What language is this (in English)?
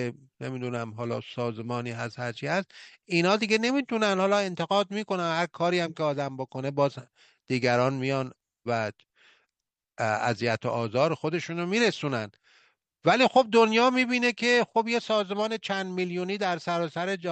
Persian